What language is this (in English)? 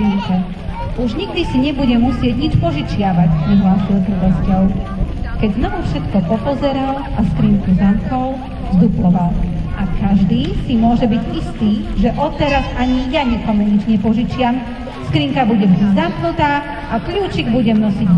Slovak